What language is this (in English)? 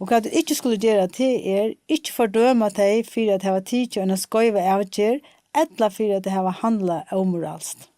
Faroese